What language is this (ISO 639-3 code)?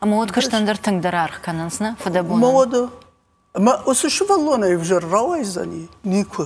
oss